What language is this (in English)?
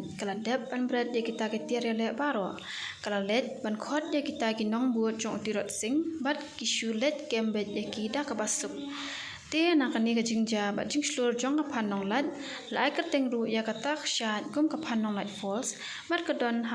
Khasi